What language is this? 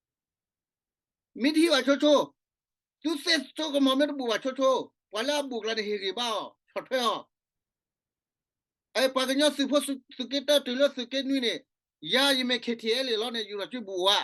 S'gaw Karen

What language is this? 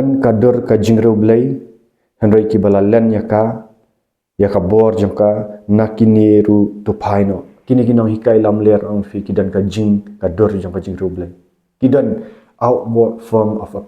Khasi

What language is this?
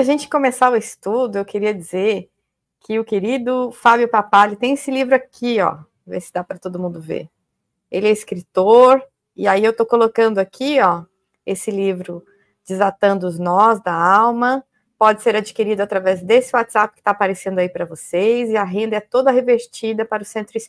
Portuguese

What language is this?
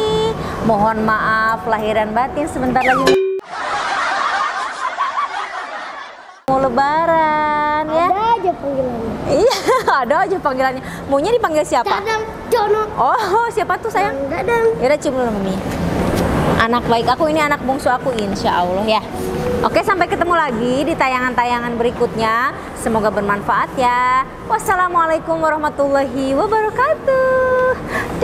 Indonesian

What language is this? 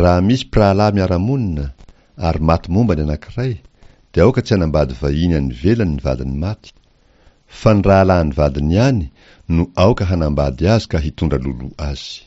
Malagasy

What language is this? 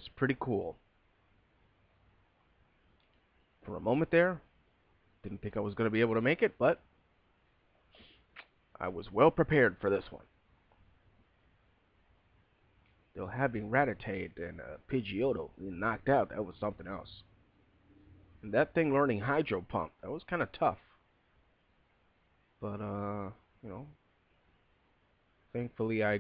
English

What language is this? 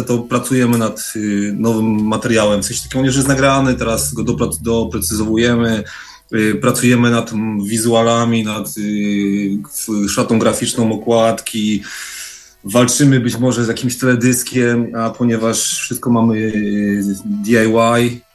Polish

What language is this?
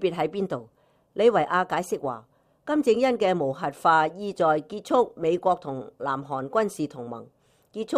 Cantonese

